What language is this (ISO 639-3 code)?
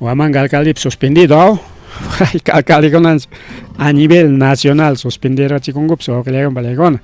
quy